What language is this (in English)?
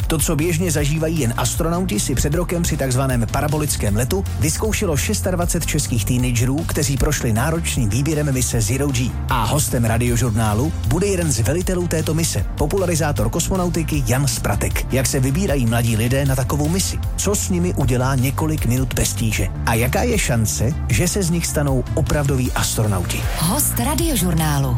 Czech